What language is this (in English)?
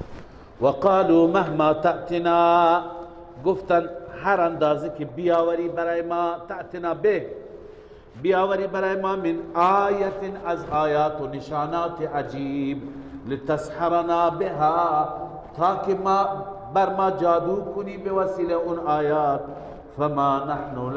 Persian